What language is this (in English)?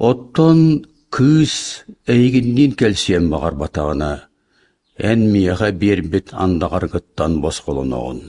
Yakut